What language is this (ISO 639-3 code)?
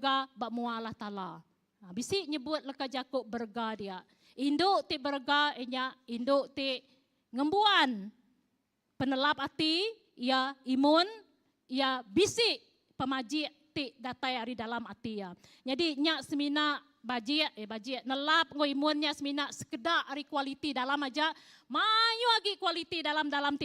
iba